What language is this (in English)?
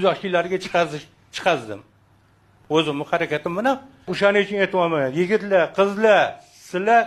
Uzbek